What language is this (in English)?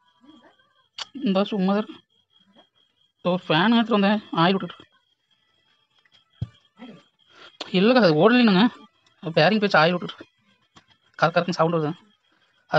Tamil